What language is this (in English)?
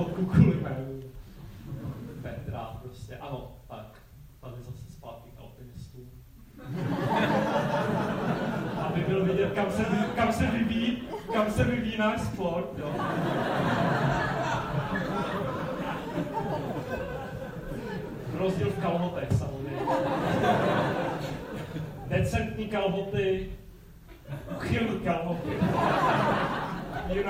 Czech